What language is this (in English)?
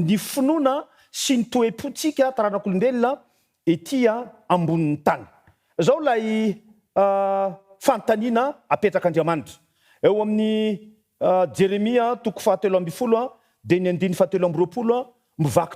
Malagasy